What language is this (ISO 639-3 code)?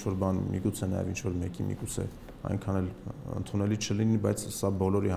hye